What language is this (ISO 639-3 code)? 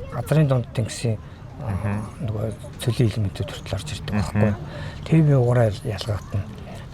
mon